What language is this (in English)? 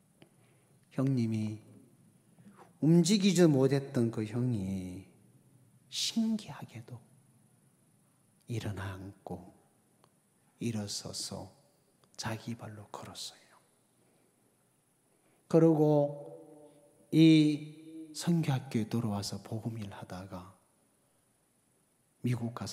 Korean